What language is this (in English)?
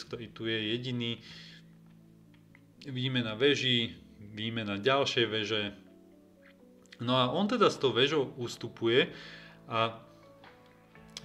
Slovak